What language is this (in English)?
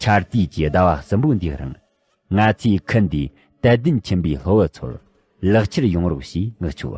Tibetan